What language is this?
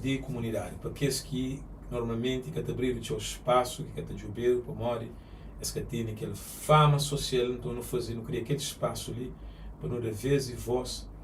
Kabuverdianu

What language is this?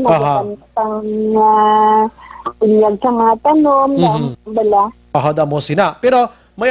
Hiligaynon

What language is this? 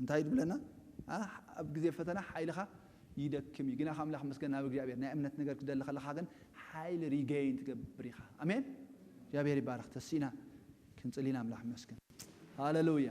Tigrinya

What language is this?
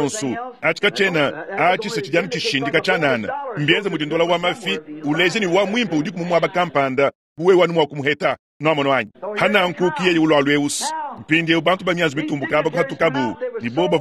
Luba-Lulua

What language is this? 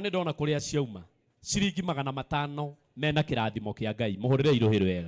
Kikuyu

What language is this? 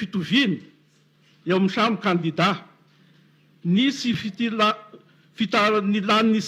Malagasy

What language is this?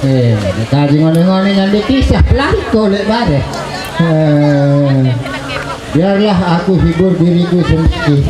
Sasak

